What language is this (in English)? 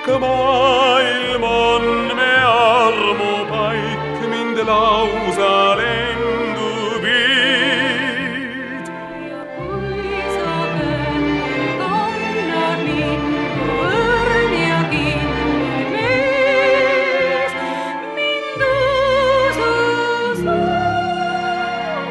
Estonian